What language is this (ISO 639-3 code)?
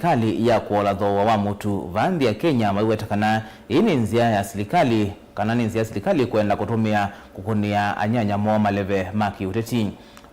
kam